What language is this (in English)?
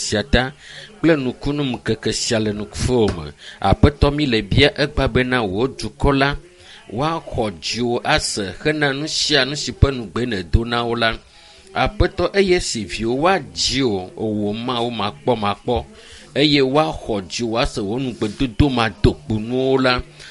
Ewe